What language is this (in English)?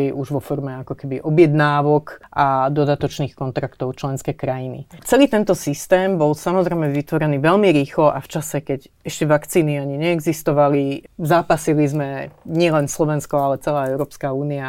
Slovak